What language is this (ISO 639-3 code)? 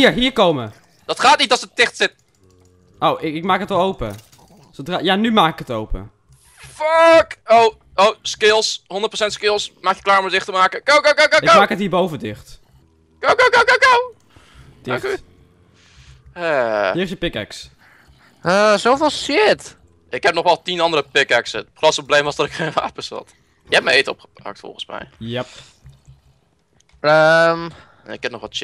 nld